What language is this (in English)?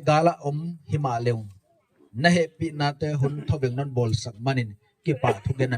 Gangte